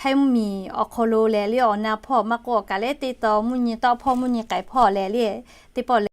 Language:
Lahu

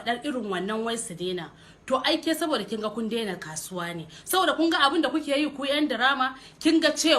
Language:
Hausa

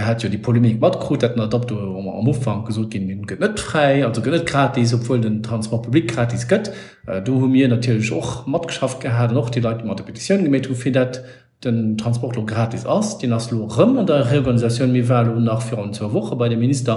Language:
Luxembourgish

